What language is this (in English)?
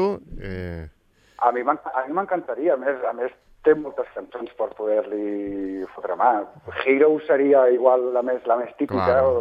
Catalan